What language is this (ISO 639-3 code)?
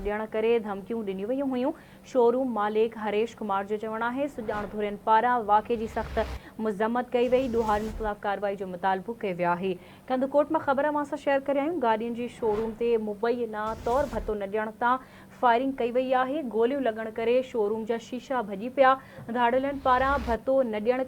snd